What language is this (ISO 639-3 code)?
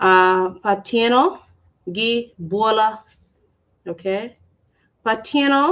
ach